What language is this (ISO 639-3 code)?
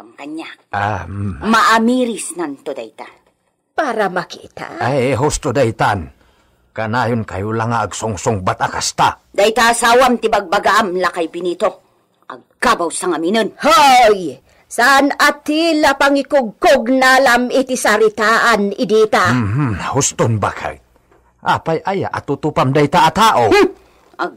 ilo